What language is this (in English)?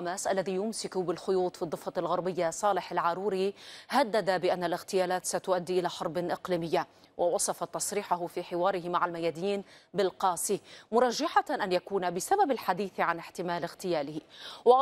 Arabic